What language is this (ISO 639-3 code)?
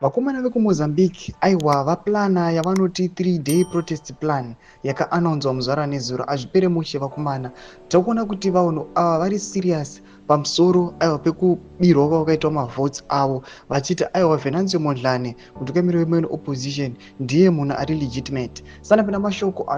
sna